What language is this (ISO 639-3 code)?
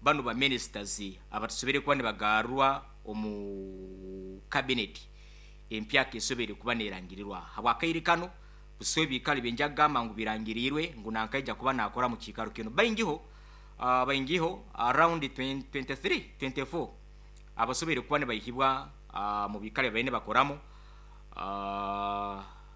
nyo